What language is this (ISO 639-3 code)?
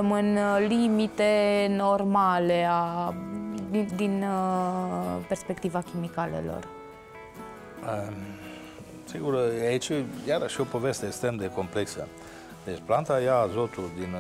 ron